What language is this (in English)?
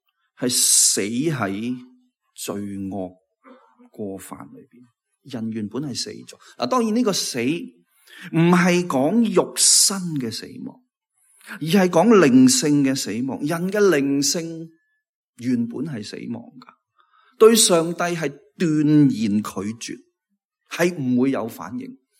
Cantonese